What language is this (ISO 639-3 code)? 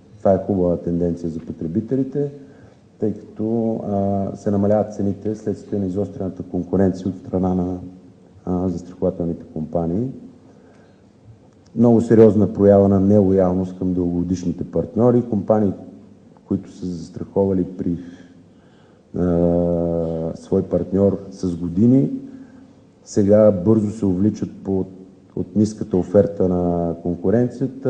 bul